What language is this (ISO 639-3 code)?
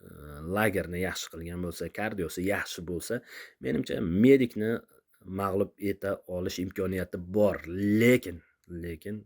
uzb